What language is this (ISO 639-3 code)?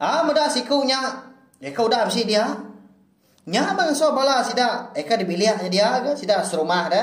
iba